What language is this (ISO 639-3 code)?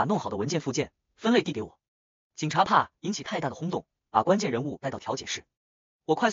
zho